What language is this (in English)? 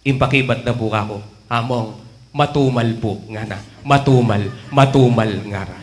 Pampanga